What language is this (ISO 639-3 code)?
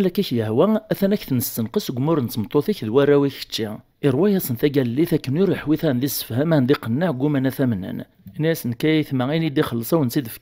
kab